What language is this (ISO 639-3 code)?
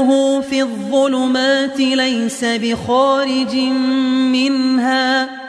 ara